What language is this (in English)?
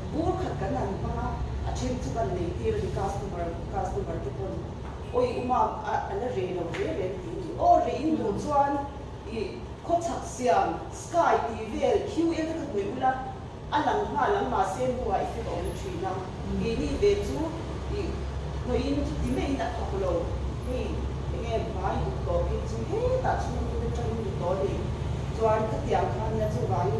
Mizo